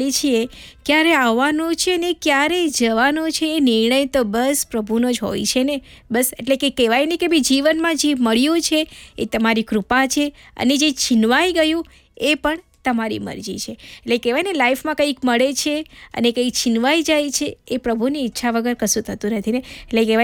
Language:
Gujarati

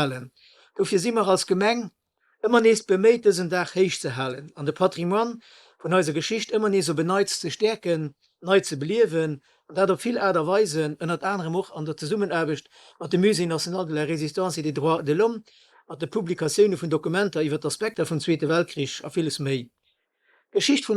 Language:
Luxembourgish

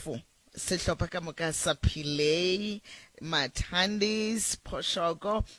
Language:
Northern Sotho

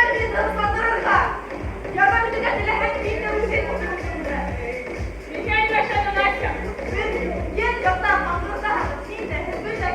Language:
Bashkir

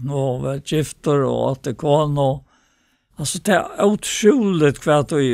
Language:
Faroese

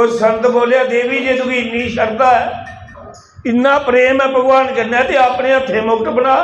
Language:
Dogri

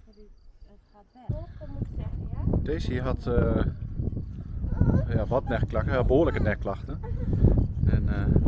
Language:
Dutch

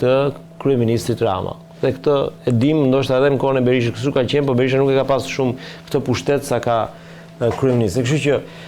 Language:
Albanian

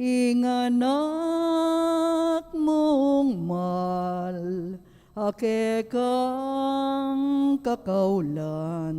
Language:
Pampanga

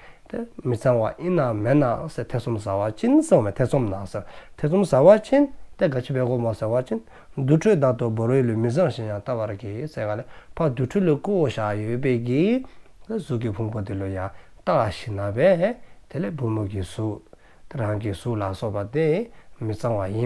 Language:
Dzongkha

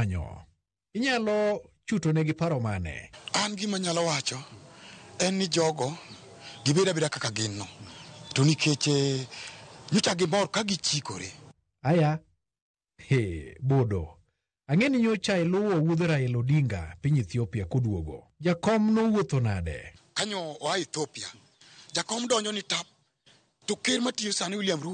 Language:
Luo (Kenya and Tanzania)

